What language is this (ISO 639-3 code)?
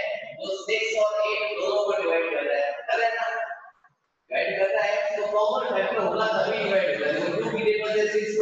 hin